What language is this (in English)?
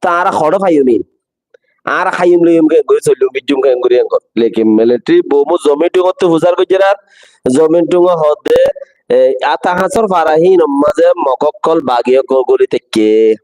Rohingya